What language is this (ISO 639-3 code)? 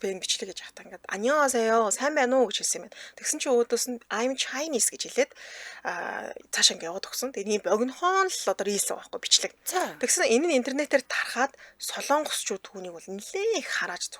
mon